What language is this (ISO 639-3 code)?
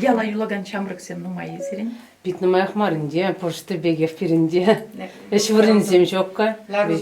chv